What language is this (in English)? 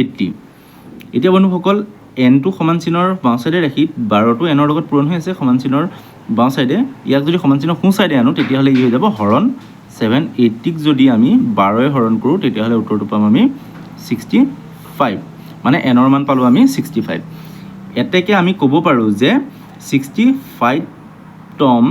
Assamese